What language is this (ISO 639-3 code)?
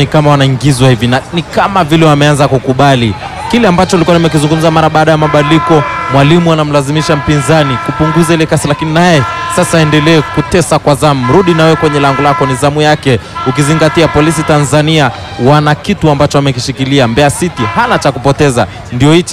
swa